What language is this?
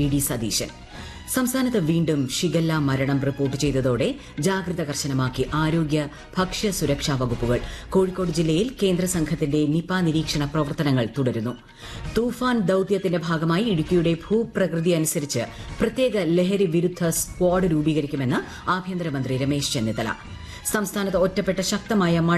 Malayalam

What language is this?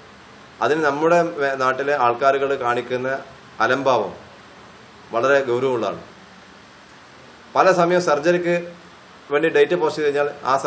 Malayalam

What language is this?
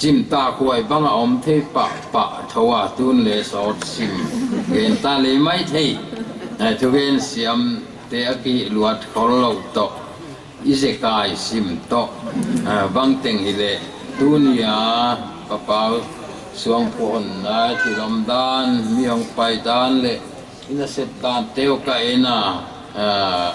Paite Chin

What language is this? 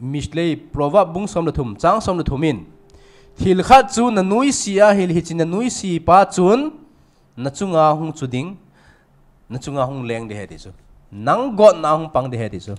Thado Chin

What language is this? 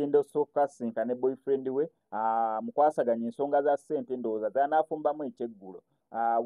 Ganda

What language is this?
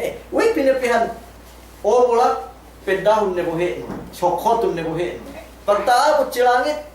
Yakan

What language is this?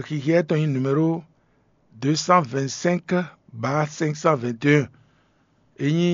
Fon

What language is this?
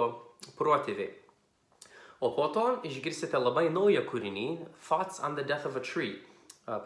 Lithuanian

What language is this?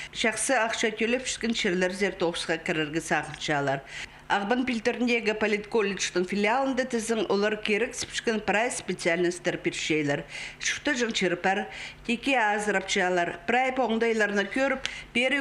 Khakas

